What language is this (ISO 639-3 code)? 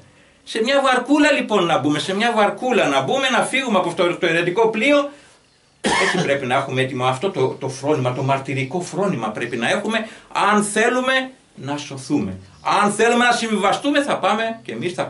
ell